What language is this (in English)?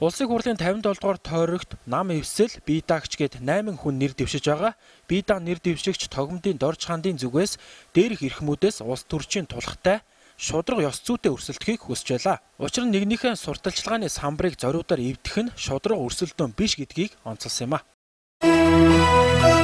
Mongolian